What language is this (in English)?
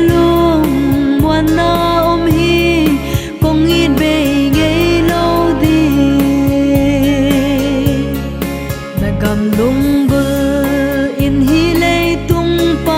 Paite Chin